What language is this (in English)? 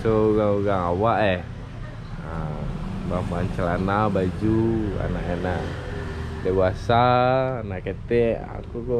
Minangkabau